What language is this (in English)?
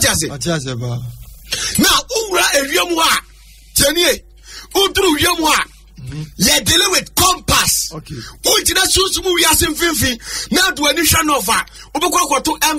Akan